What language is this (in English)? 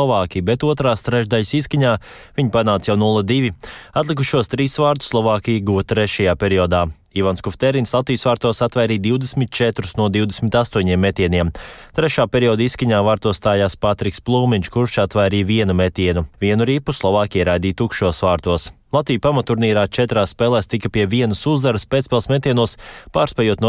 Latvian